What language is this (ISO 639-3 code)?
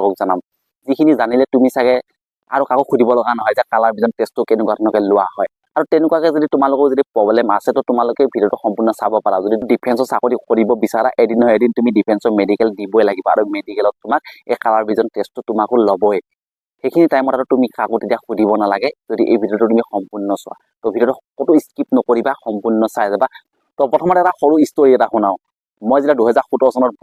asm